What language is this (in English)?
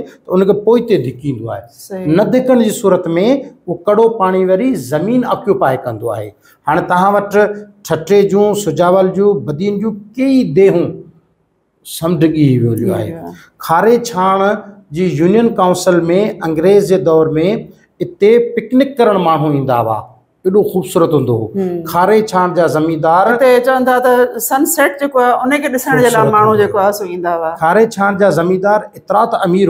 Sindhi